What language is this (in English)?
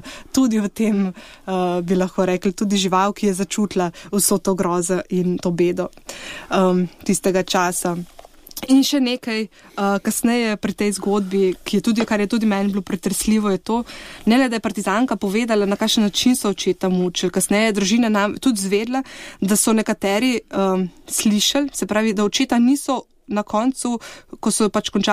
Slovenian